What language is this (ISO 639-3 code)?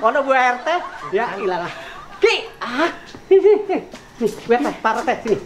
bew